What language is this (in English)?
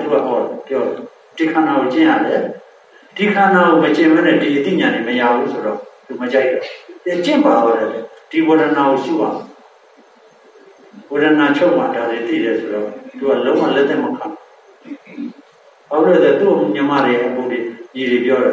Burmese